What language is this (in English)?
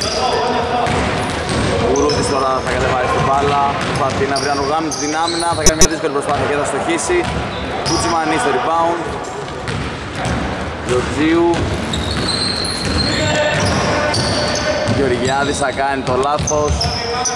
Greek